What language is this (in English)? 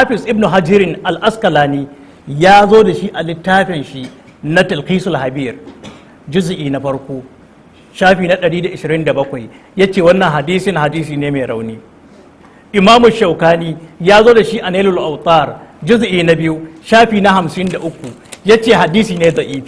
Hausa